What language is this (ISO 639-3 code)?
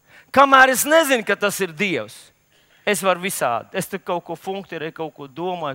lav